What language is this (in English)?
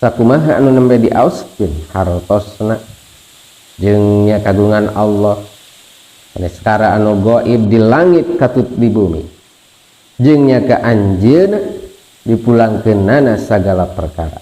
Sundanese